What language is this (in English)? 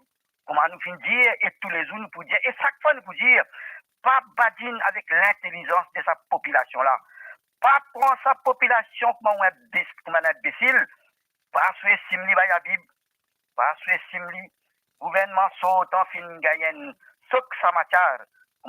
Morisyen